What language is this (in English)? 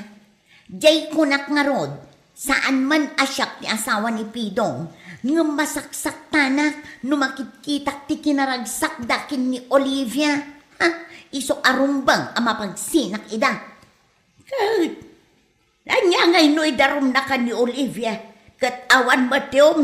Iloko